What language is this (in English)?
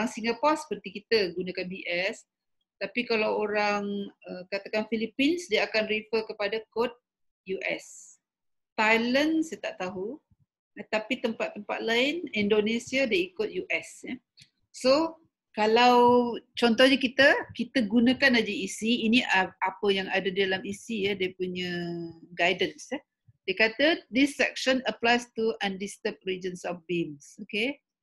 Malay